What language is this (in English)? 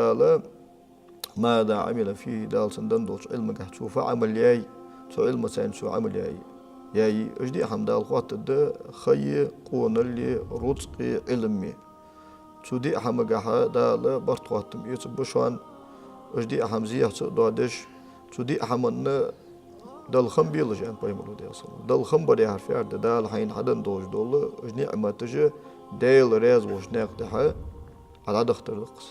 Ingush